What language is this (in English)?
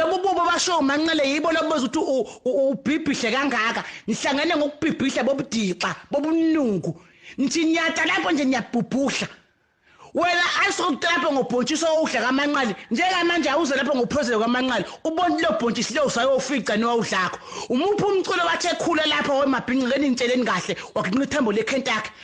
Zulu